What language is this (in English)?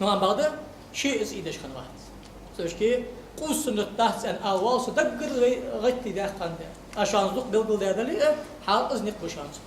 Ingush